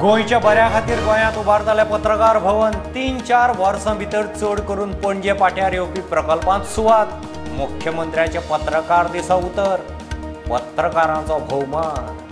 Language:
Konkani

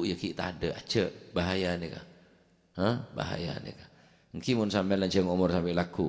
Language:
Madurese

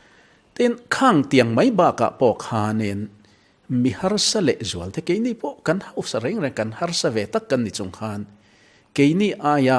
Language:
Mizo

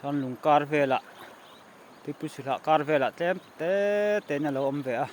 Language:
Mizo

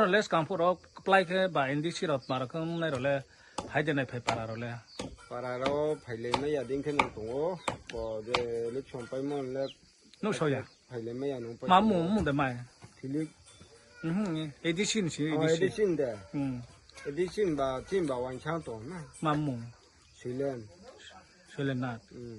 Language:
Riang (India)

